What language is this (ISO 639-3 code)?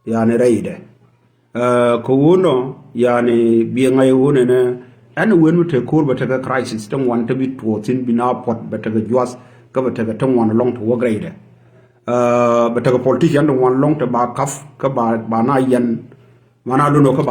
nus